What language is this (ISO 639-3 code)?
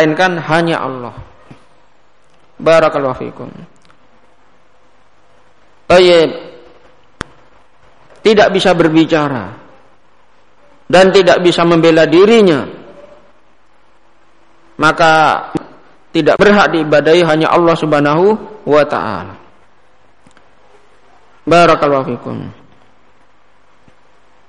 ind